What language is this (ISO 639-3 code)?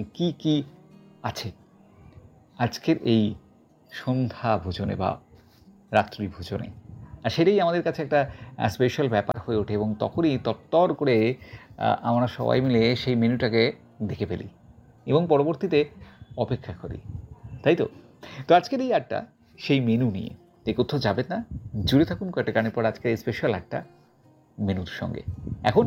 ben